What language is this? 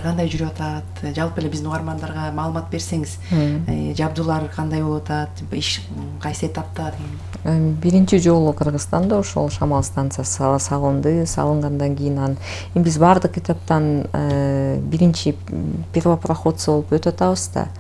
Kyrgyz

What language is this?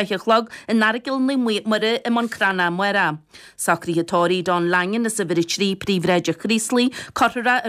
Irish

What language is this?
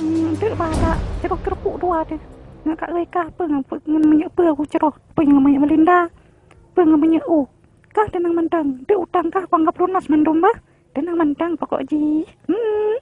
Achinese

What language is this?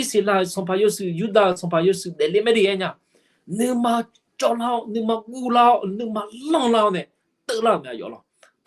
Akha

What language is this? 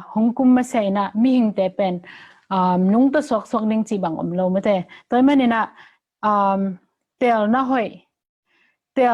Tedim Chin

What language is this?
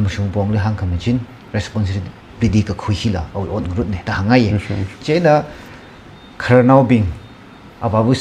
Tangkhul Naga (India)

